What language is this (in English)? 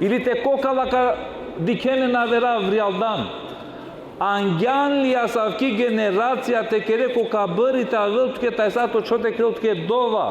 Balkan Romani